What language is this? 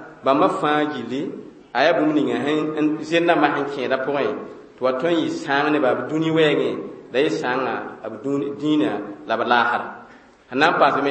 Mossi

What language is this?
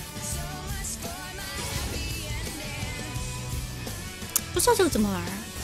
Chinese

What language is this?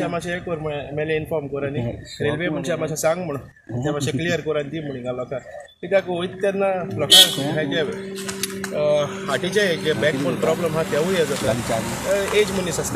Konkani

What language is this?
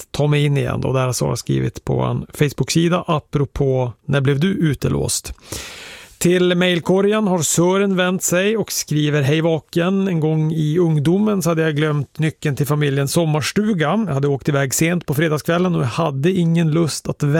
Swedish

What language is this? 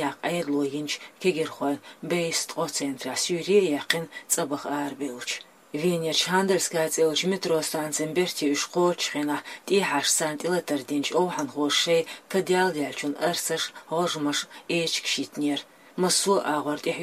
Chechen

